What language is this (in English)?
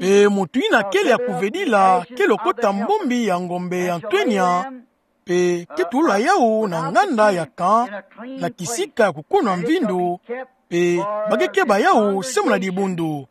Kituba (Democratic Republic of Congo)